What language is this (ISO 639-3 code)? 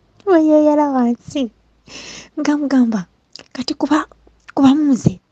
lug